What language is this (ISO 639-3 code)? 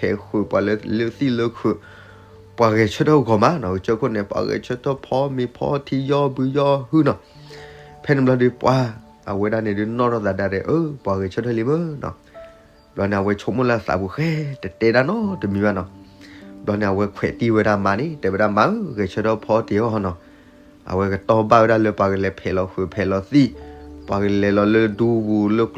ksw